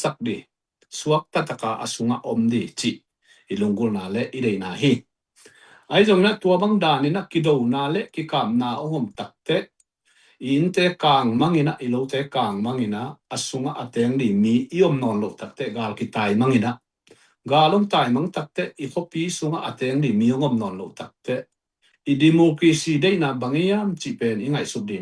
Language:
Tedim Chin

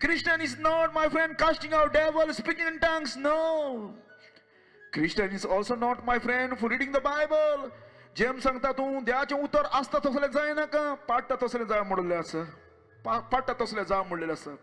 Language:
Konkani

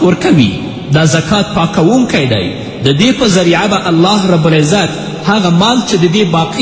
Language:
Pashto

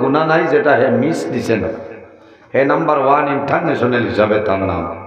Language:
Sylheti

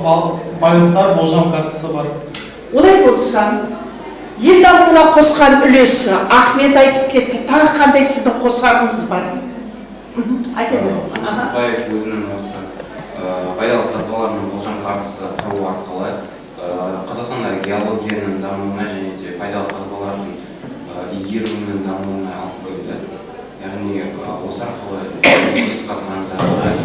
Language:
Kazakh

